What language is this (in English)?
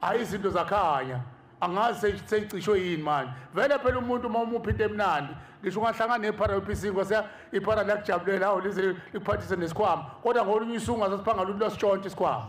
Zulu